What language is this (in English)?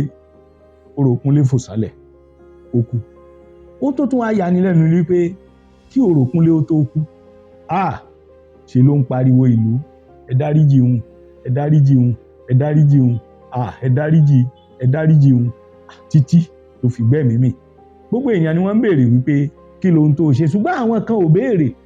Yoruba